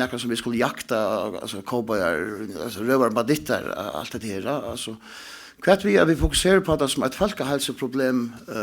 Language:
Faroese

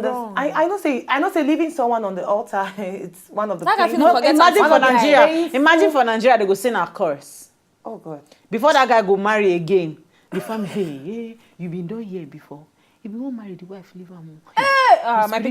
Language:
Nigerian Pidgin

